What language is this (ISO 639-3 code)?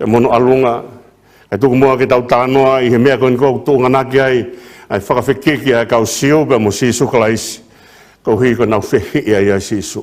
ton